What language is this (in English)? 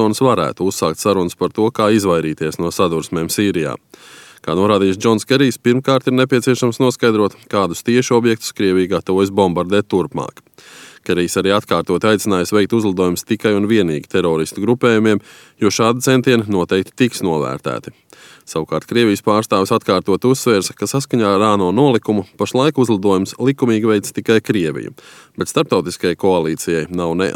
Latvian